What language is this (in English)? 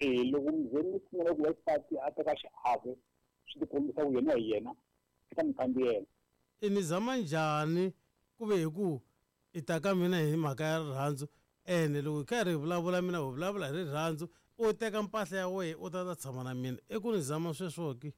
Tsonga